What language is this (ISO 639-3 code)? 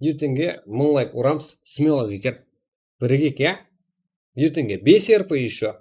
kaa